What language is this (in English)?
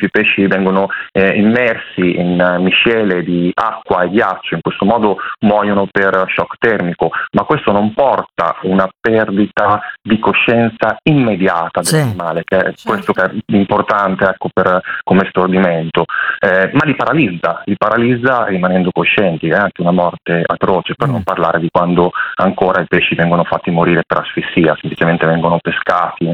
Italian